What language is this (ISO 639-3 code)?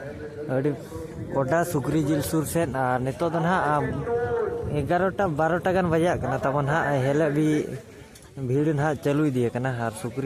sat